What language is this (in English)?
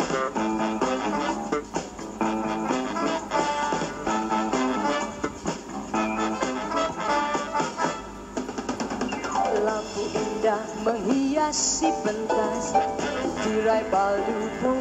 Malay